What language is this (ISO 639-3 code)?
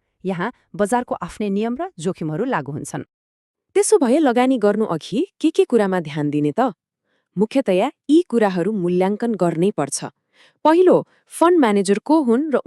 nep